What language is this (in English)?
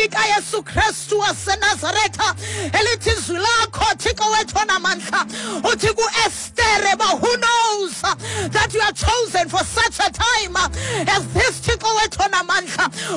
Xhosa